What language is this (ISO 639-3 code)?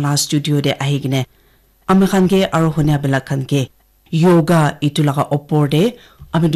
nag